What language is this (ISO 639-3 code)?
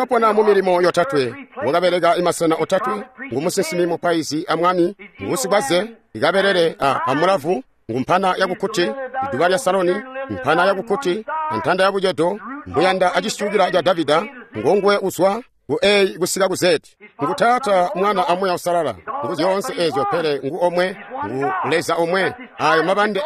toi